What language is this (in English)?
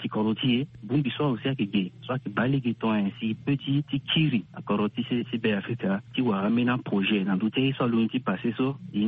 Sango